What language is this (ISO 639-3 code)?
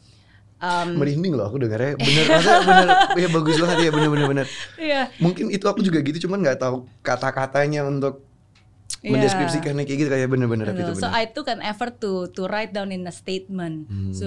ind